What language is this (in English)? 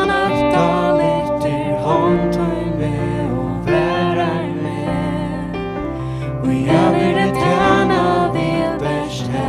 Faroese